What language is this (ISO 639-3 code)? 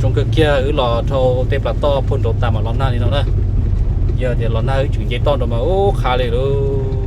hmn